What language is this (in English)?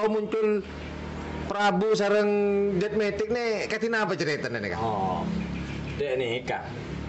Madurese